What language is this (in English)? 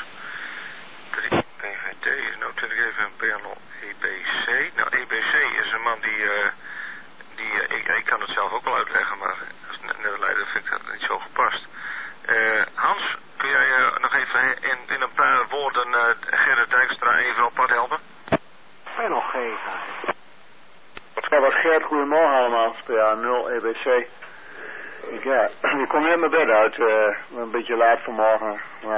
Dutch